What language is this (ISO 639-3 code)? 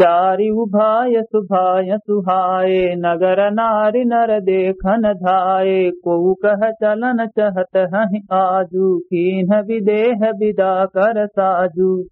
awa